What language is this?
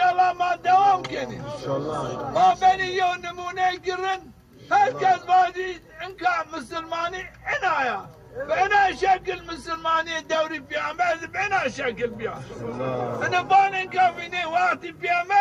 Zaza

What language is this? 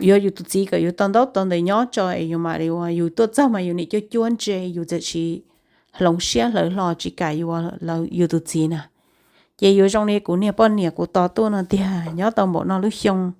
Hmong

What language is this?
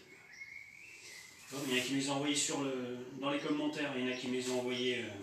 French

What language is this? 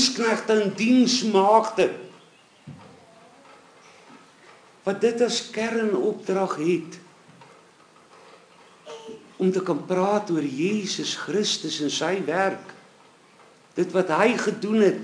Afrikaans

